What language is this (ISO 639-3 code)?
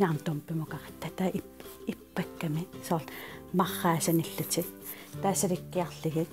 kal